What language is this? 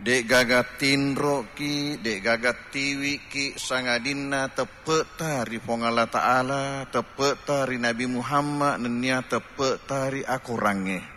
Buginese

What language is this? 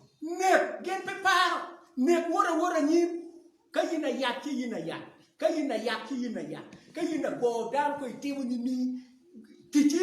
Acoli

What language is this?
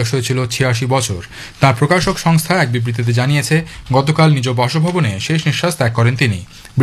Bangla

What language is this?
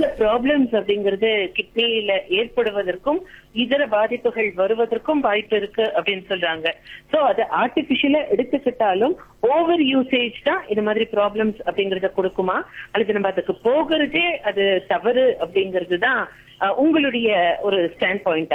Tamil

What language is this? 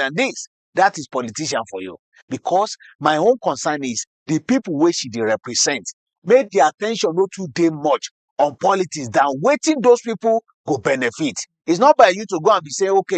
Nigerian Pidgin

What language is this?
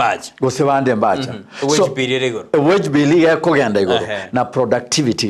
Gusii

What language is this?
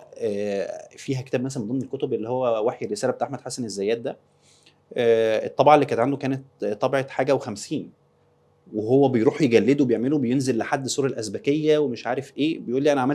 Egyptian Arabic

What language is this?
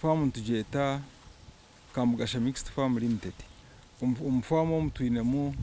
Nyankole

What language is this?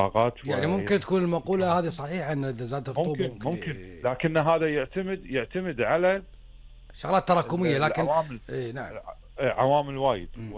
Gulf Arabic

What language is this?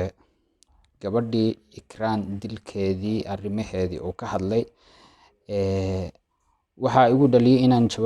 Somali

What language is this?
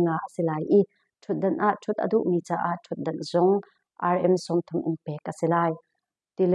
Hakha Chin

